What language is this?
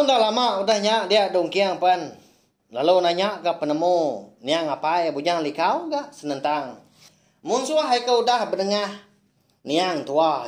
Iban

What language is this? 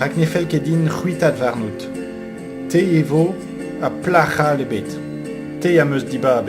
Breton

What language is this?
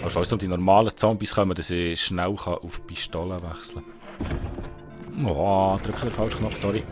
Swiss German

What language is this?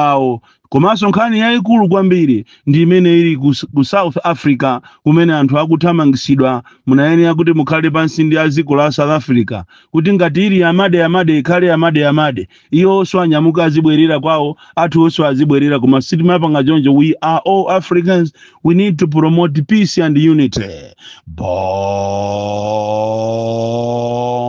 Nyanja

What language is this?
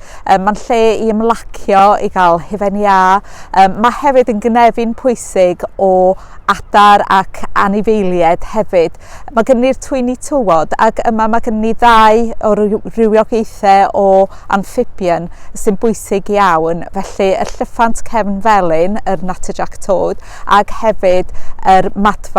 Welsh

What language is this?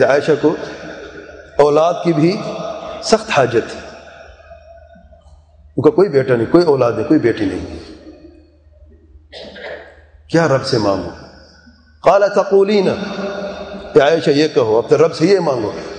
Urdu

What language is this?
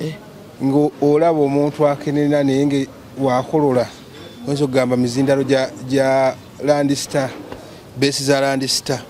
Ganda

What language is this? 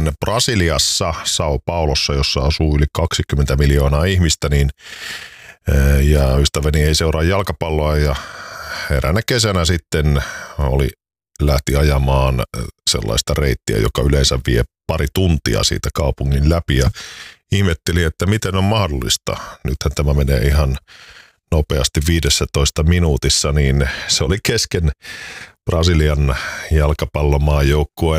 Finnish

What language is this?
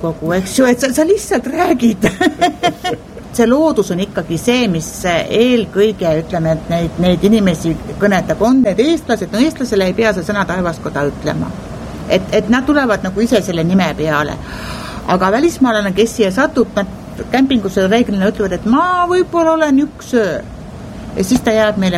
Estonian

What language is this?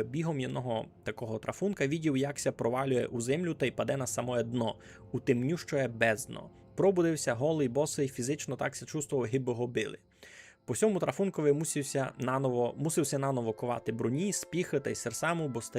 Rusyn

